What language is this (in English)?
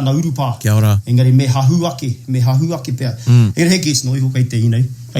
Māori